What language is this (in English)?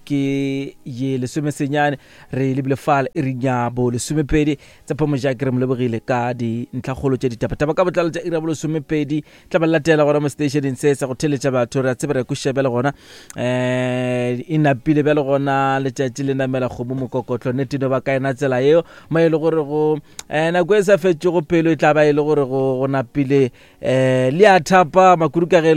Northern Sotho